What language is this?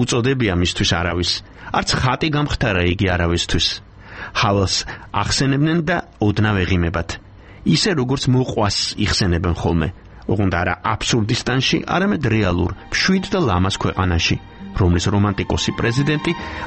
Georgian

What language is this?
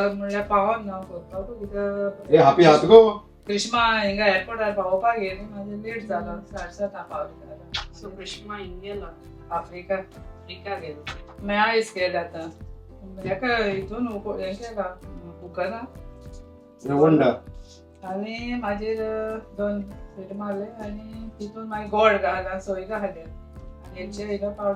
Konkani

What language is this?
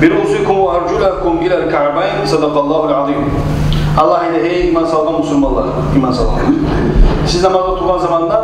Kumyk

